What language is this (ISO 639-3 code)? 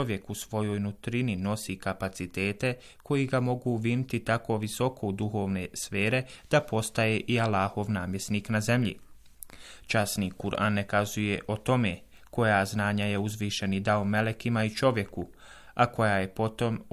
bos